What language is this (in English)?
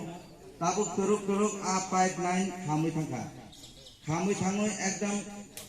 Kok Borok